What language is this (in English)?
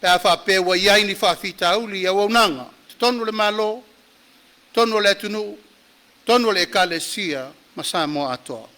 Samoan